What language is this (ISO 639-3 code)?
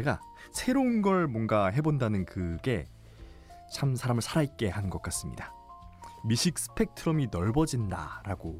kor